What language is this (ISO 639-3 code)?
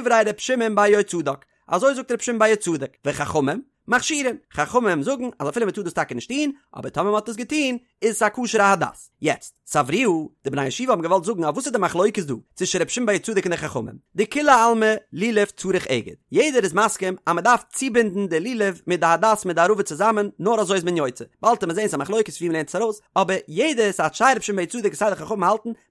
yid